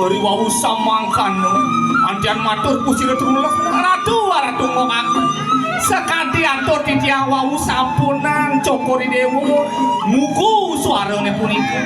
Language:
Balinese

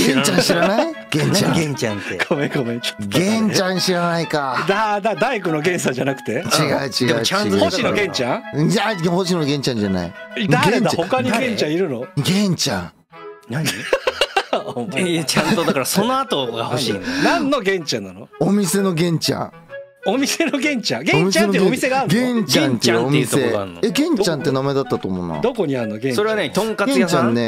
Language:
Japanese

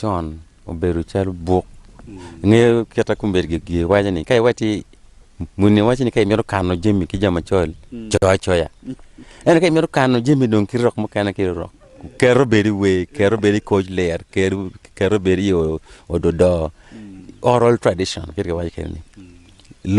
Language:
Acoli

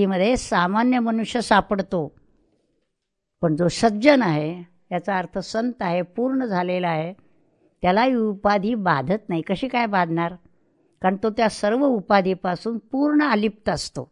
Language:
Marathi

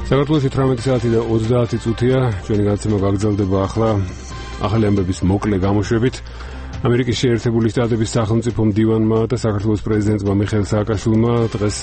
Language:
Georgian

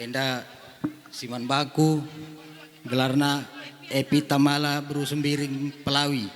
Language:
Batak Karo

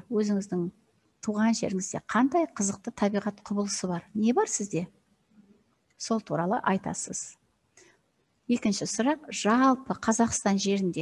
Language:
Kazakh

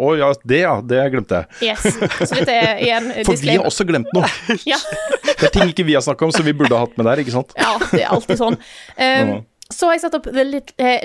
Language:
Norwegian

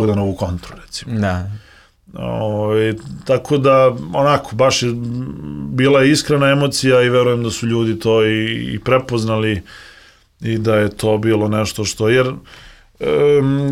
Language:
Serbian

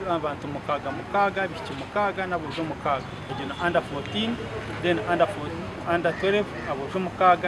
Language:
Nyankole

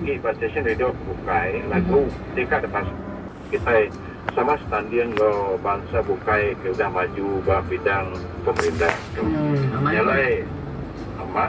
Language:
Iban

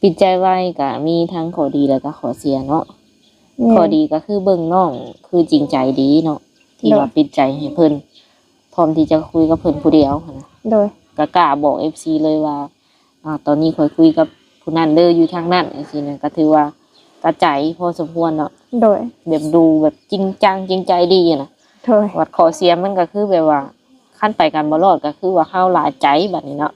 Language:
Lao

